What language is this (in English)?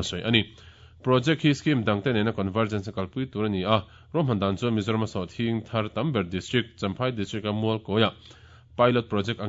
Mizo